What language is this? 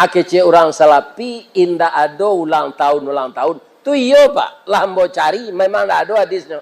Minangkabau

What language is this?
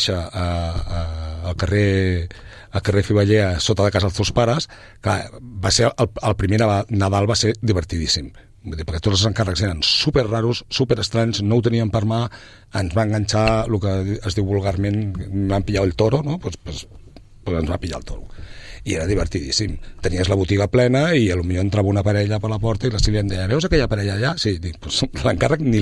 Catalan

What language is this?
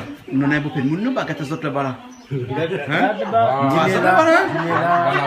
Réunion Creole French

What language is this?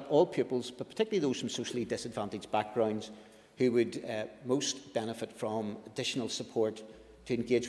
English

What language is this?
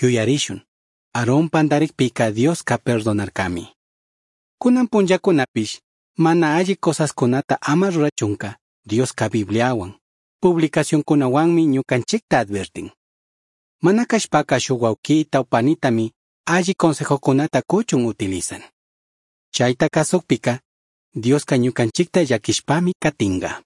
Chimborazo Highland Quichua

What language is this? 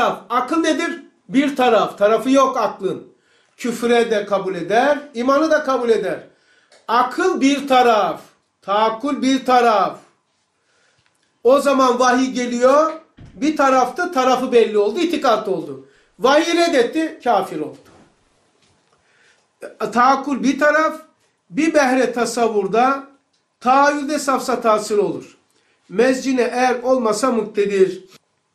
Turkish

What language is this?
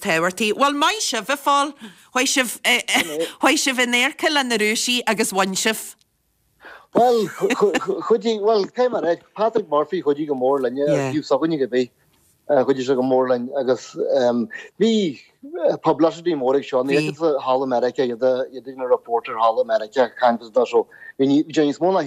Irish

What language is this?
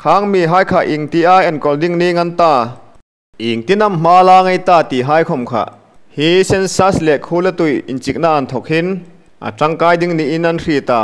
Hmar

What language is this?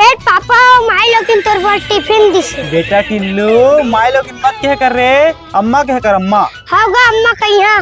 Chhattisgarhi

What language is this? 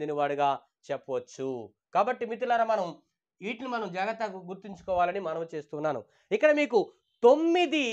Telugu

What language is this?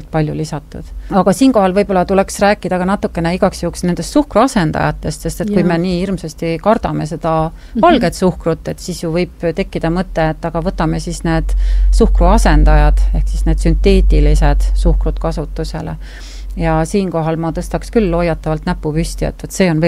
Estonian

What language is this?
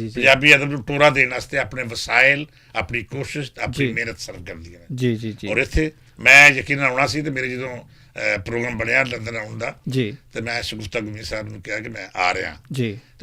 Western Panjabi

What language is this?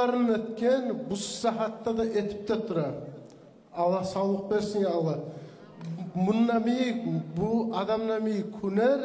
Kumyk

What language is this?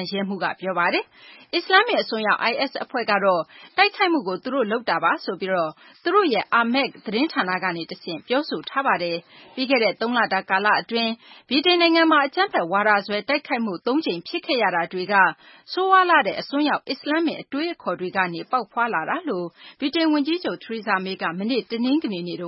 Burmese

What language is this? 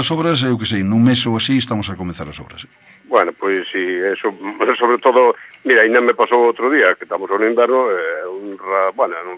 Galician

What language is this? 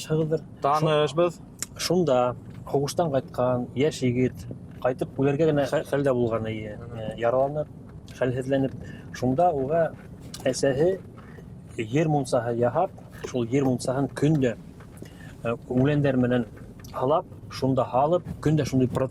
Bashkir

